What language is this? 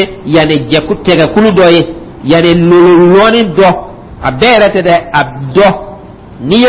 Dyula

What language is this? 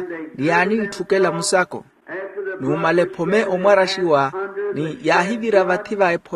Makhuwa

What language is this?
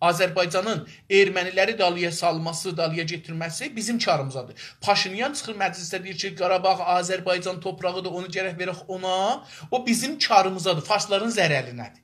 South Azerbaijani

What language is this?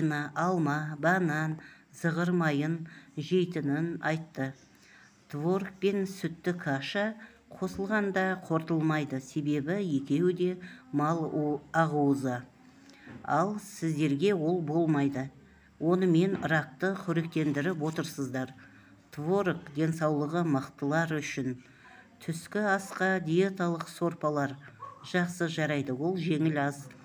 Kazakh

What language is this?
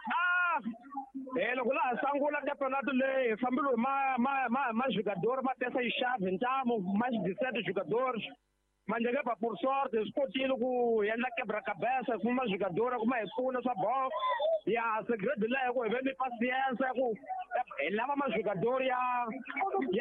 Tsonga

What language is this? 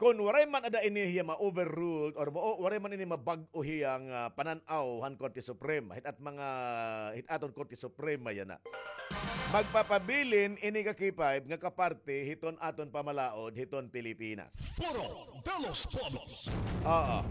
Waray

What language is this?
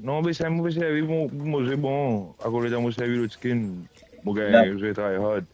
Morisyen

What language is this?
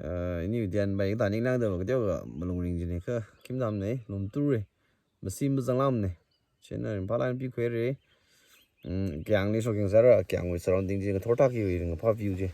Tangkhul Naga (India)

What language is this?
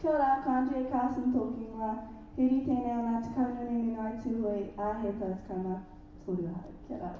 Māori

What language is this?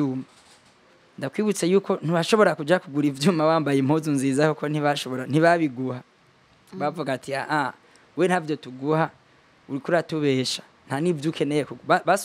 Rundi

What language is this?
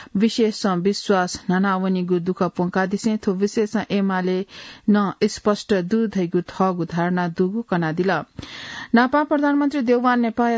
Newari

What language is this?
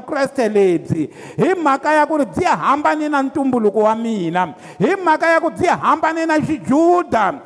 Tsonga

